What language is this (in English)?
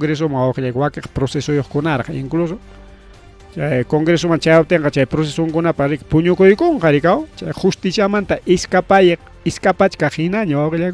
Ayacucho Quechua